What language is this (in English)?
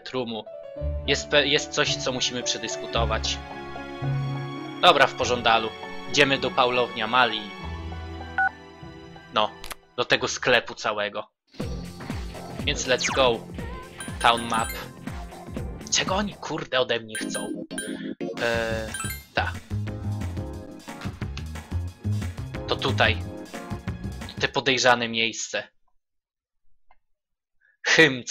Polish